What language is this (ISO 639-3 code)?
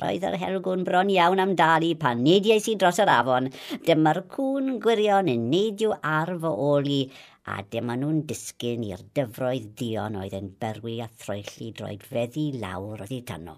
cym